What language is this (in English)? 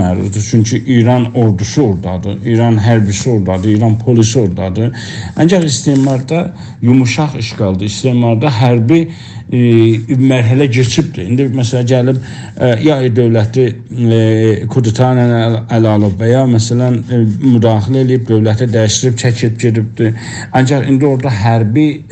South Azerbaijani